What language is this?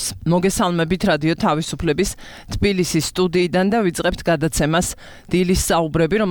Georgian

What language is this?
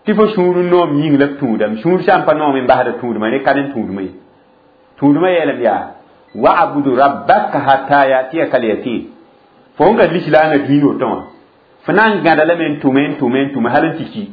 Mossi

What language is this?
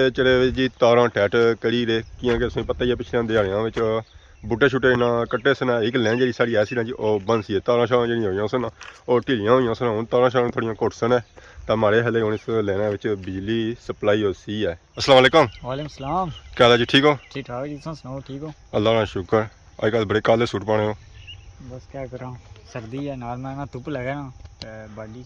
Pahari-Potwari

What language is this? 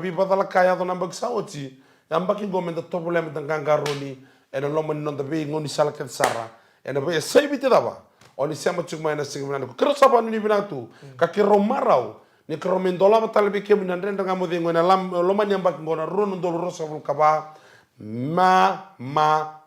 Fijian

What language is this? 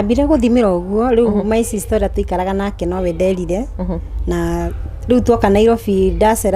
Kikuyu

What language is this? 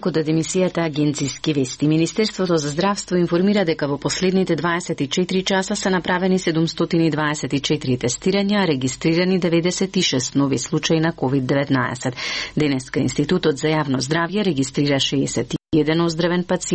Macedonian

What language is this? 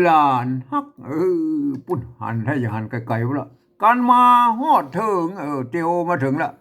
Northern Thai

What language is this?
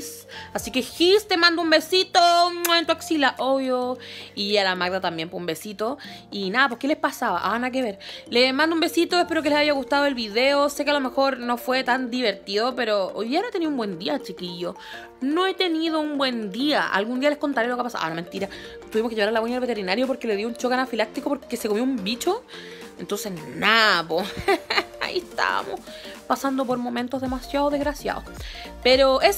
Spanish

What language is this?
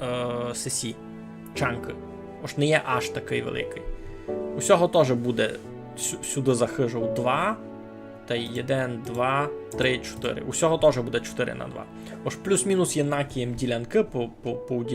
Rusyn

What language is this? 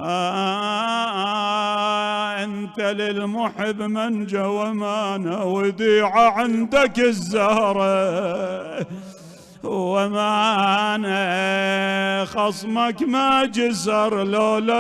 Mesopotamian Arabic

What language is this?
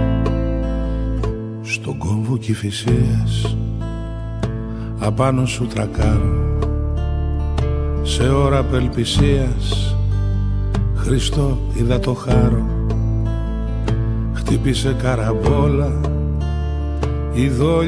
Greek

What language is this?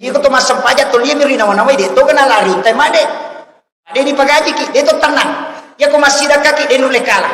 Buginese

